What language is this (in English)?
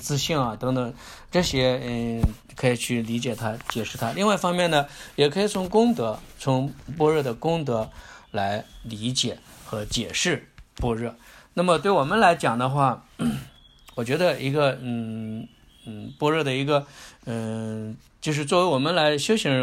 Chinese